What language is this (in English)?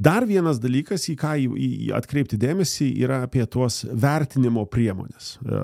Lithuanian